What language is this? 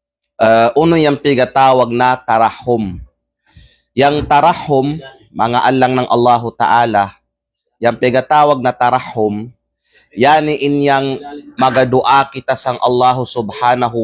Kalagan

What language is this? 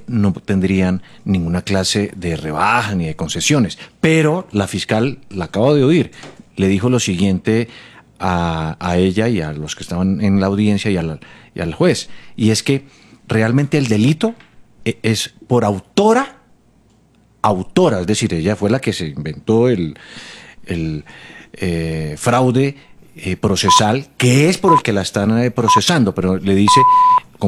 Spanish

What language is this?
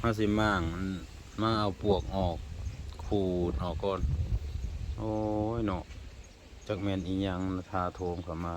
Lao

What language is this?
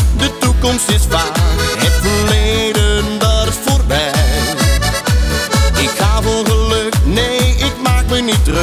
Dutch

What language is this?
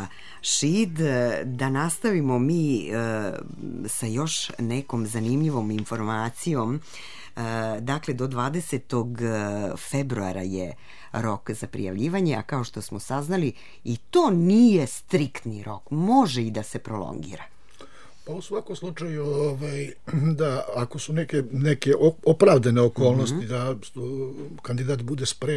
Serbian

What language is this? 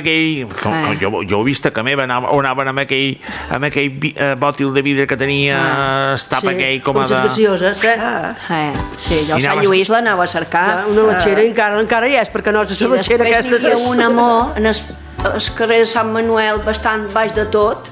Catalan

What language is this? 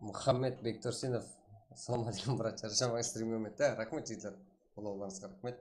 Kara-Kalpak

